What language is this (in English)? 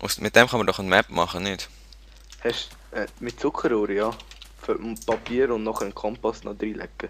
Swiss German